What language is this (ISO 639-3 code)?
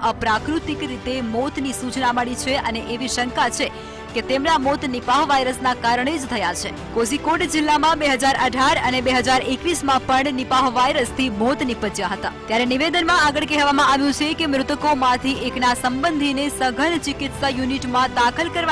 guj